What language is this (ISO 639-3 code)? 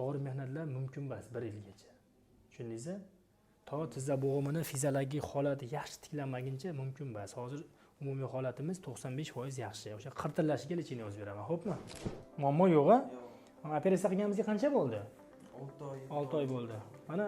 uzb